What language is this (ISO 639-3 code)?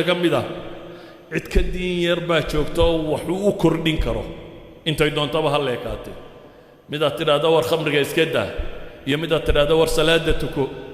som